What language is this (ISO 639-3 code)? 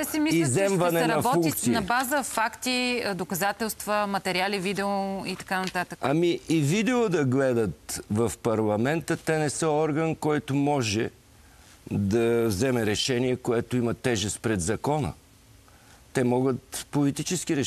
bul